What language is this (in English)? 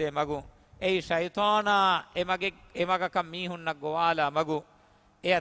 Divehi